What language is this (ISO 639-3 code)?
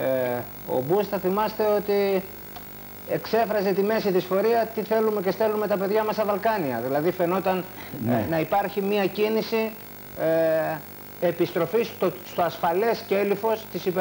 ell